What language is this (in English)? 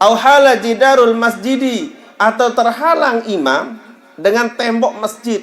Sasak